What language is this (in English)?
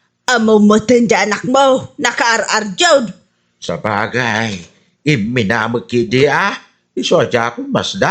Iloko